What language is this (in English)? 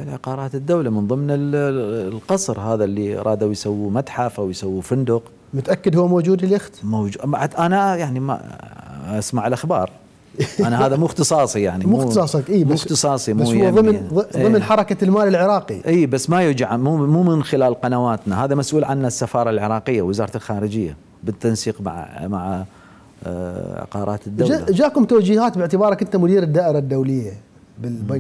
Mesopotamian Arabic